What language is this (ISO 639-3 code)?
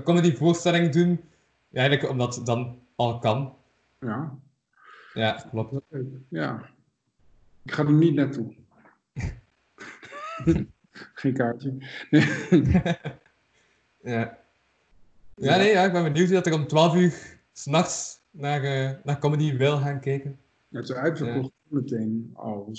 nld